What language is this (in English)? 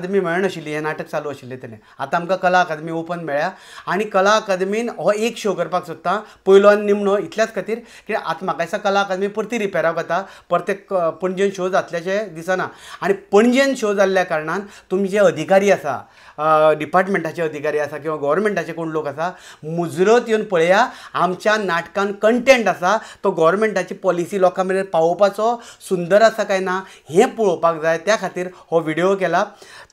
Konkani